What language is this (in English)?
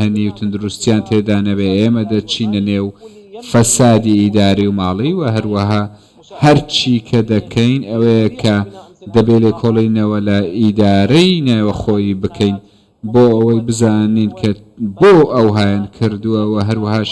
Central Kurdish